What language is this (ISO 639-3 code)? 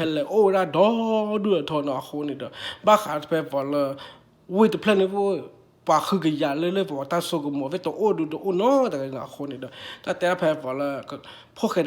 ksw